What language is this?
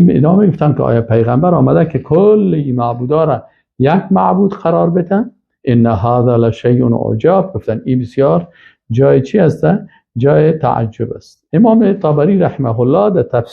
Persian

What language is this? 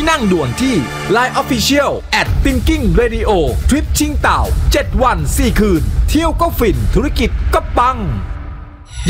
Thai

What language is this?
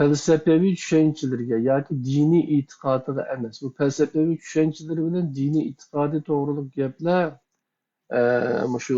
Uyghur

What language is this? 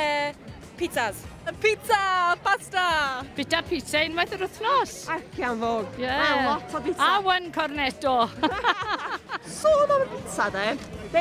Welsh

